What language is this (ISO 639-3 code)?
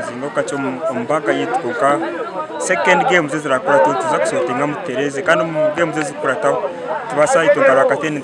nyn